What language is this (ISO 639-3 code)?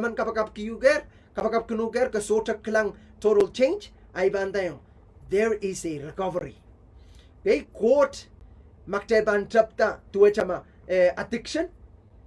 pon